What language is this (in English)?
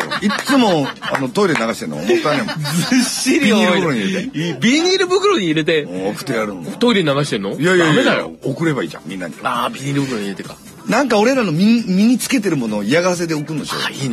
Japanese